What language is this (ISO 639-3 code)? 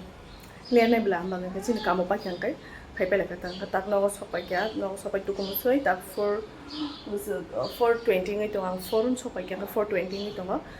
trp